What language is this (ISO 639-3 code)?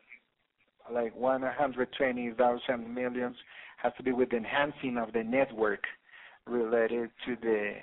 eng